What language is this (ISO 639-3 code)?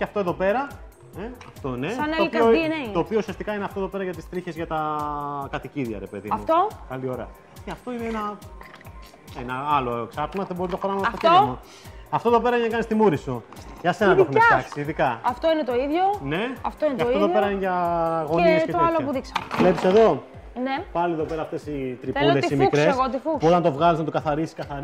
ell